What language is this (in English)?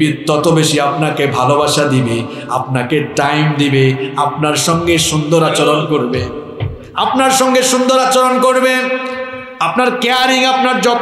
Bangla